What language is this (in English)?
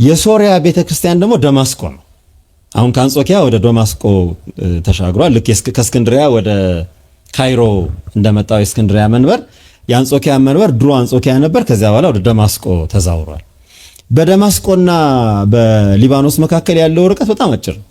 Amharic